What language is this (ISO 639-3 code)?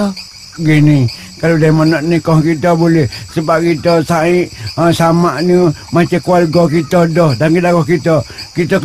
msa